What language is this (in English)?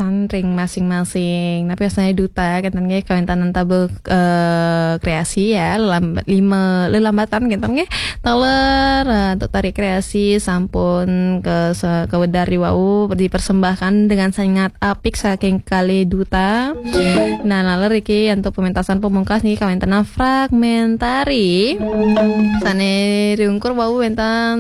Balinese